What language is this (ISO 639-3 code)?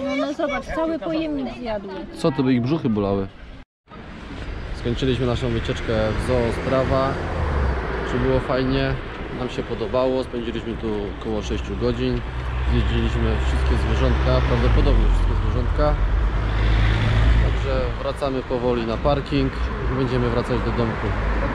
pol